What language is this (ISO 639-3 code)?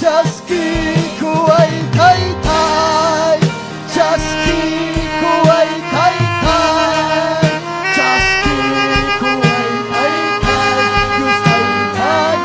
quy